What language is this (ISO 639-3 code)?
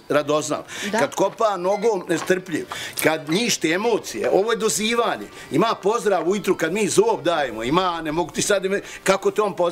bos